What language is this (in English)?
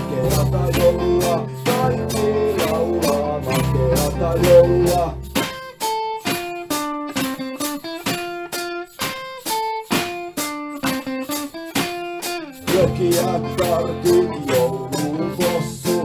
Finnish